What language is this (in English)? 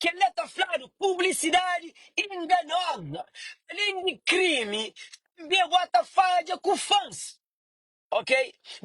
Kabuverdianu